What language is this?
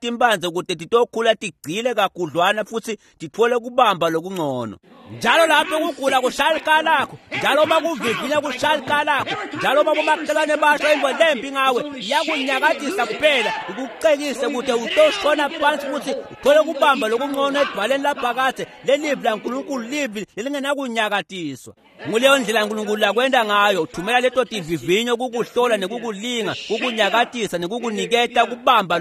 Swati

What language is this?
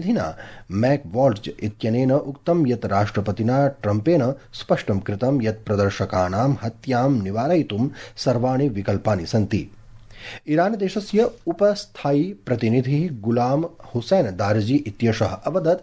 Sanskrit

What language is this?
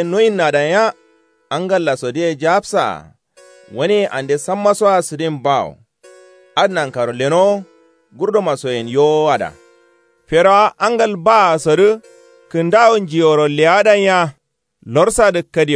Kanuri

